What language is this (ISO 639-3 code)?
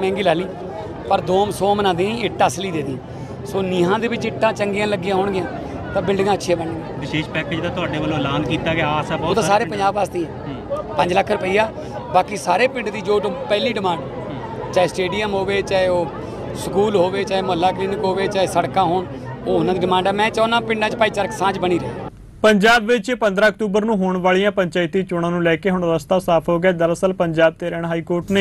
pan